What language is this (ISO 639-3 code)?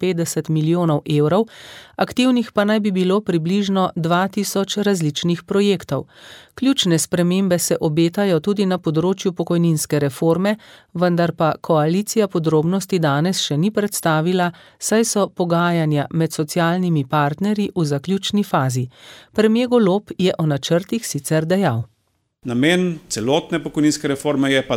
slv